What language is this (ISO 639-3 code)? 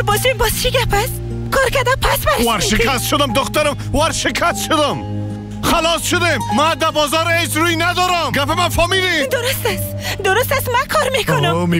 tgk